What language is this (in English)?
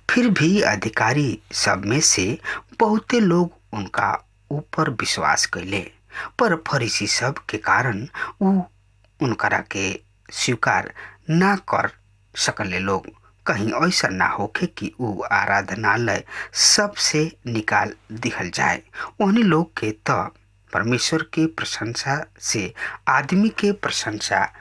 Bhojpuri